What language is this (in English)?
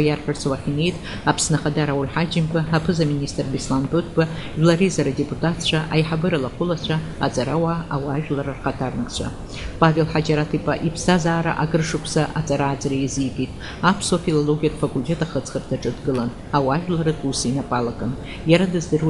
Abkhazian